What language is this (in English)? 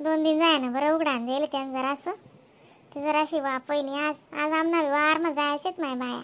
Khandesi